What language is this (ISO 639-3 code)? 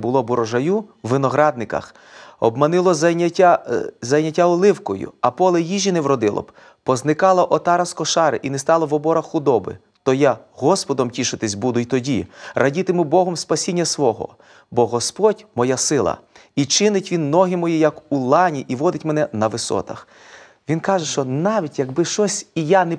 ukr